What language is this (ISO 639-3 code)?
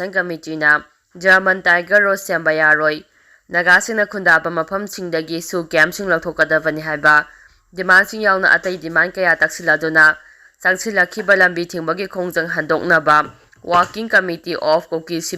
mni